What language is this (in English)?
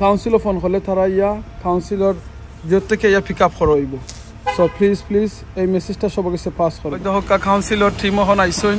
Sylheti